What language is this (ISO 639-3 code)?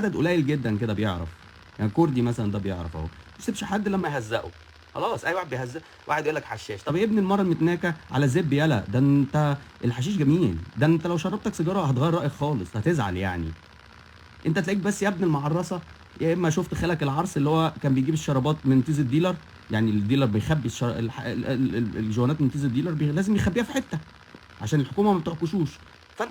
arz